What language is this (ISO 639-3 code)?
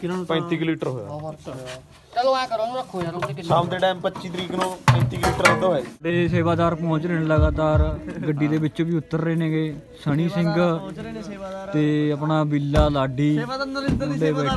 pan